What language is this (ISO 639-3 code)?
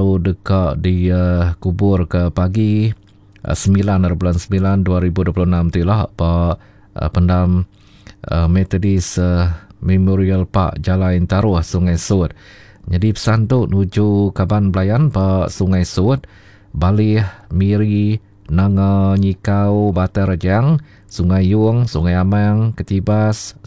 iba